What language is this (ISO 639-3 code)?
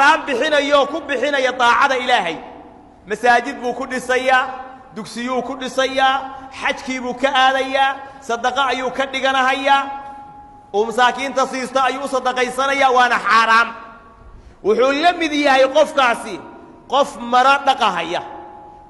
som